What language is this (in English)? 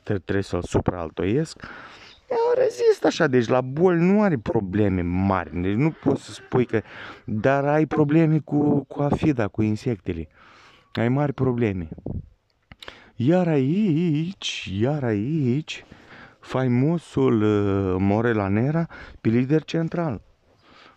Romanian